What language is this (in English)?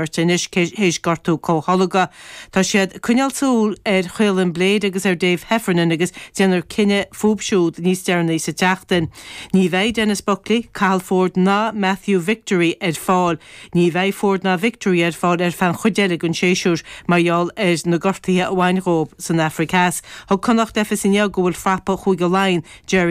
Irish